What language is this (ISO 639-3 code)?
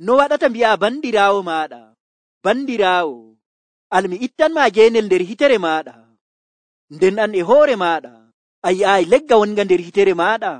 fuv